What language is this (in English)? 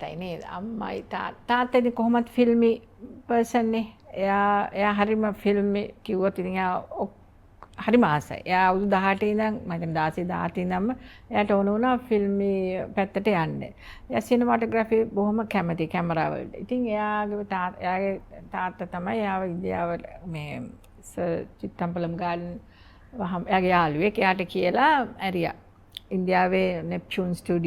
Sinhala